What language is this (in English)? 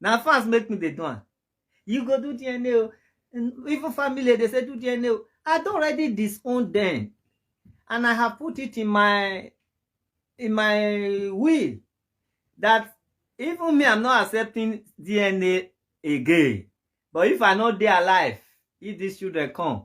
Nigerian Pidgin